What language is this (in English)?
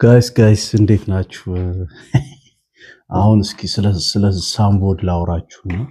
Amharic